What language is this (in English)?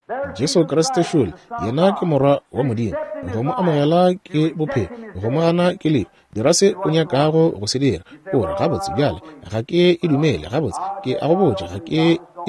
Northern Sotho